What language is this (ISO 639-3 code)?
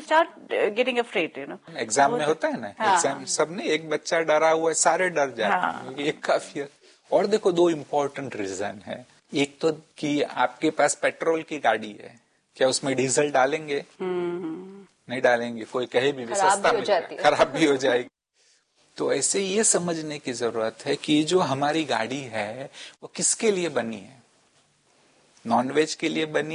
hin